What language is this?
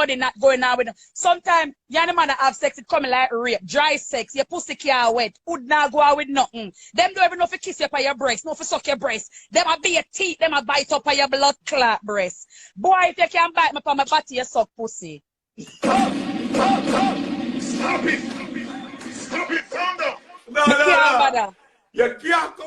Jamaican Creole English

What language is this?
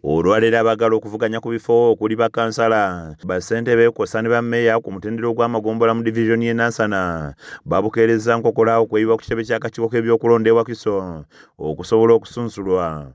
Ganda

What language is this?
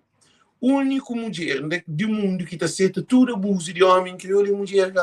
Kabuverdianu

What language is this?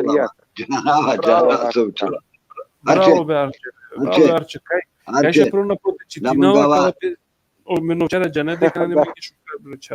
Balkan Romani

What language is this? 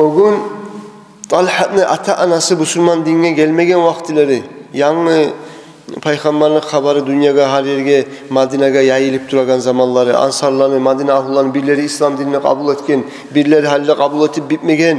Kumyk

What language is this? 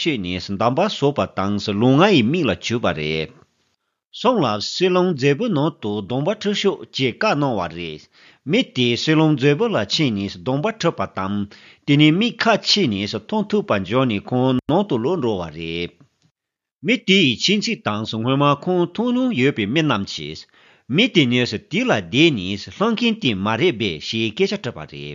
Tibetan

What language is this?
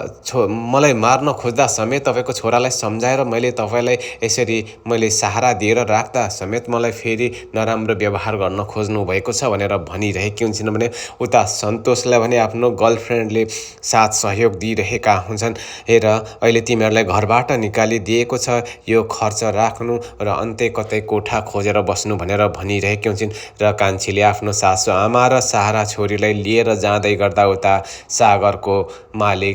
Nepali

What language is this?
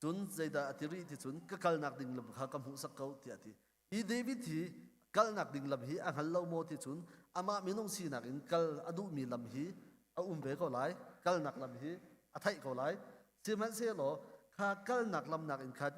Hakha Chin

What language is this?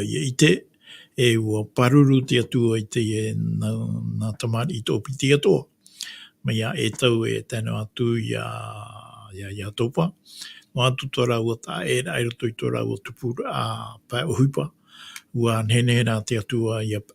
Tahitian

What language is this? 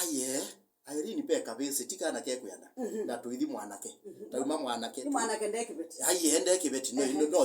Kamba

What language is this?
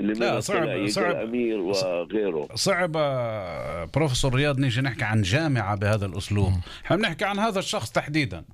North Levantine Arabic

